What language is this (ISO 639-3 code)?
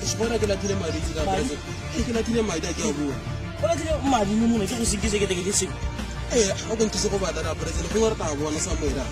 tsn